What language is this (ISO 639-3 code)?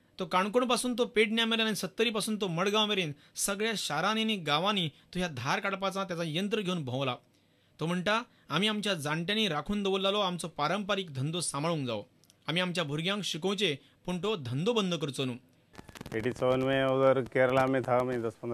kok